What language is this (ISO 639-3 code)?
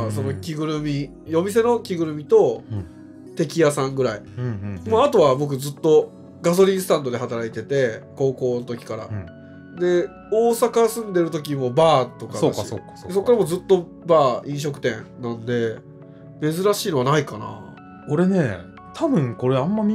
jpn